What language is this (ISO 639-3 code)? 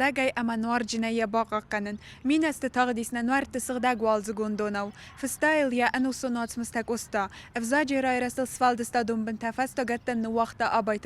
oss